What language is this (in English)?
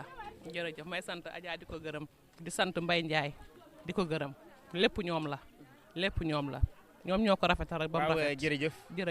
Wolof